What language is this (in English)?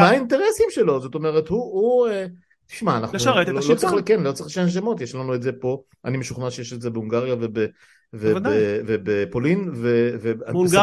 Hebrew